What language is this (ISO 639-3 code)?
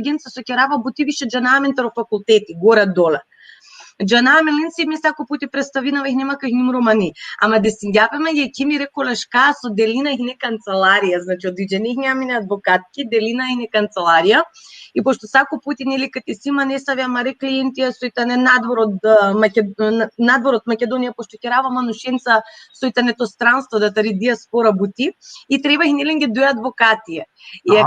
rmn